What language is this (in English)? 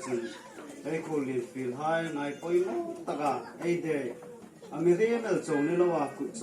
Hmar